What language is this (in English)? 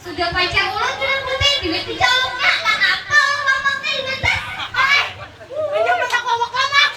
Banjar